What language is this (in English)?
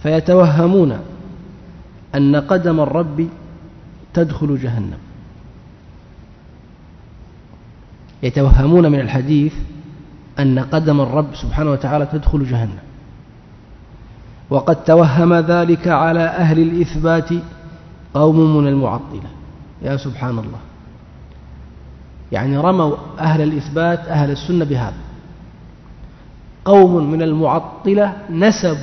Arabic